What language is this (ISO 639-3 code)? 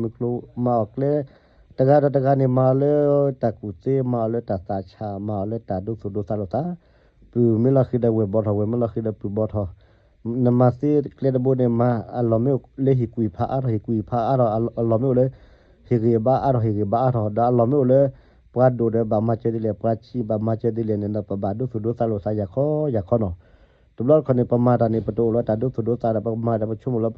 ksw